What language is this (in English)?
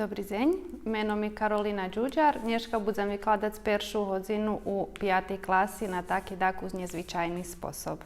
Rusyn